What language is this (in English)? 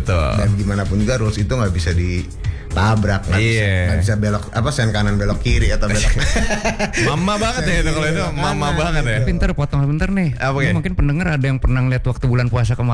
Indonesian